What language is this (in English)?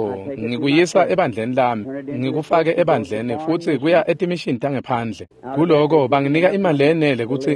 Swati